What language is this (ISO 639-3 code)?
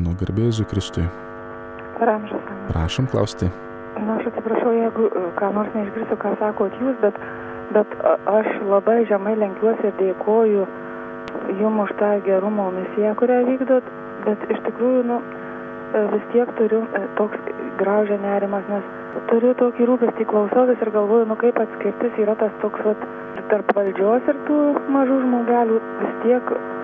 lit